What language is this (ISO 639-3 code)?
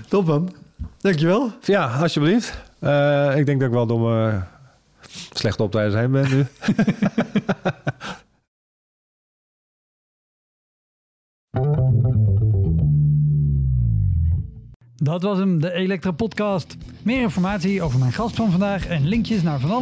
nld